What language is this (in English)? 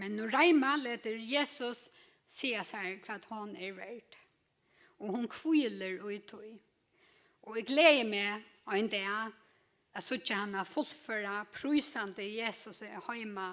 Faroese